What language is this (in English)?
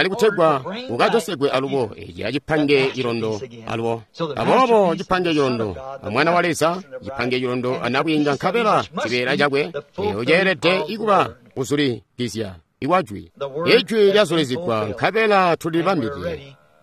Tonga (Zambia)